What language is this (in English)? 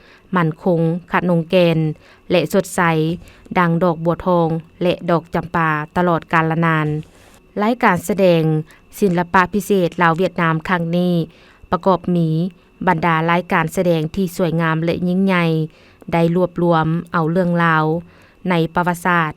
Lao